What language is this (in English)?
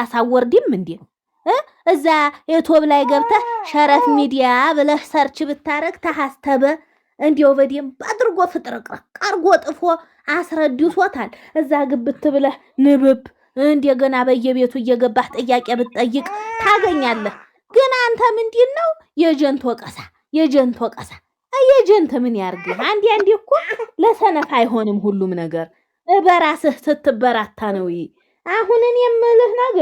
Amharic